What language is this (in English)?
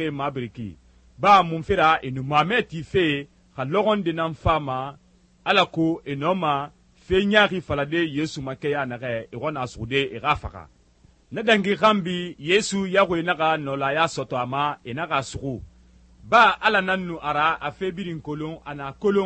Susu